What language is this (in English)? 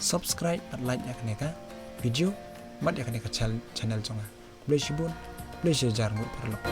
Khasi